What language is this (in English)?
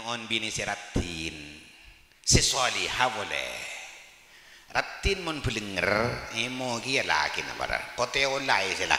Madurese